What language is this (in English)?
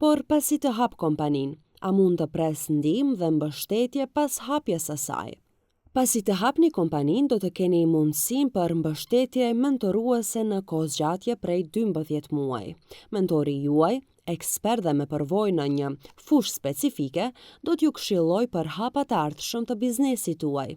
Albanian